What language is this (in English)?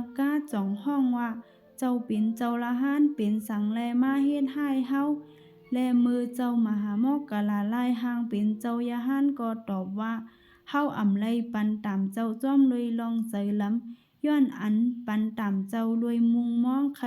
Shan